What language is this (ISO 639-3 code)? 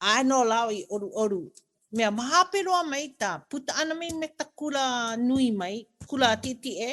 haw